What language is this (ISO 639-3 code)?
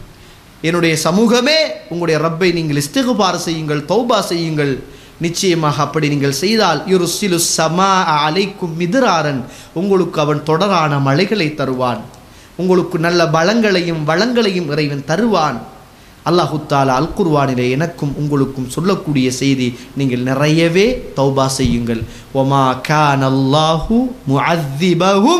tam